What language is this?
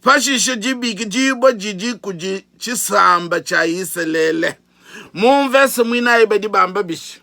Luba-Lulua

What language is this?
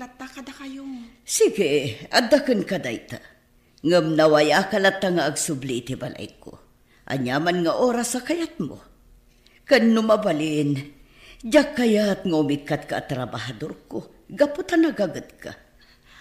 Iloko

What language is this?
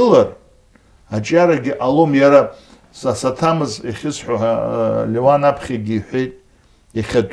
Abkhazian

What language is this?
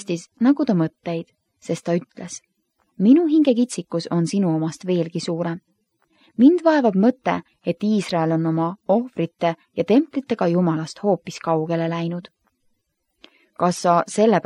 Estonian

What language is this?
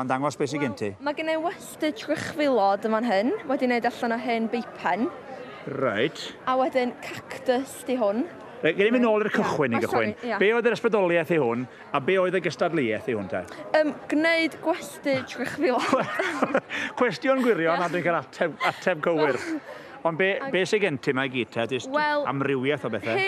Welsh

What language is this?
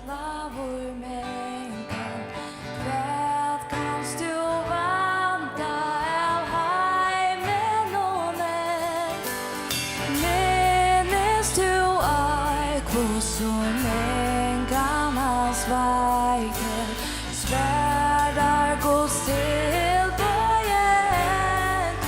Faroese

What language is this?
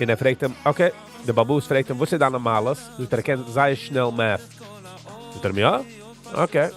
Yiddish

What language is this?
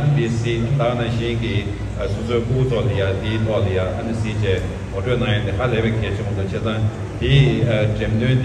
Tibetan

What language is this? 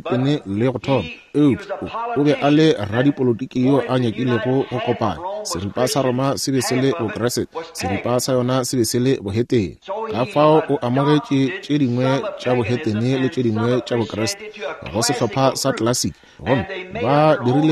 Northern Sotho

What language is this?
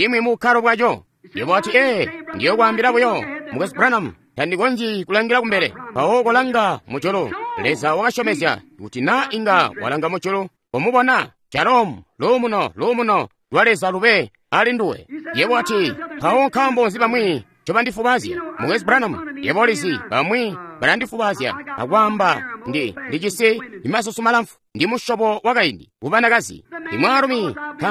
Tonga (Zambia)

